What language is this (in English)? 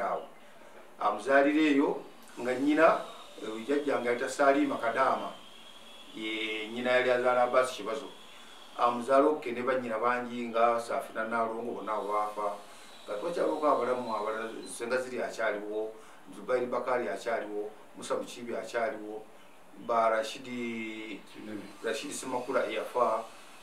Ganda